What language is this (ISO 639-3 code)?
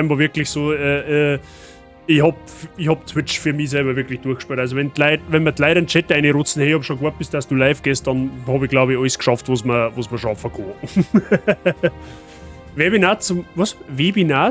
bar